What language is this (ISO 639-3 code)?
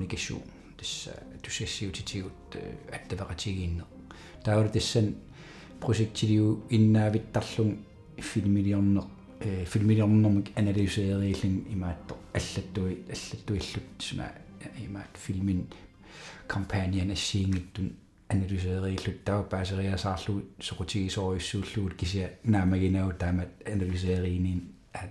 kal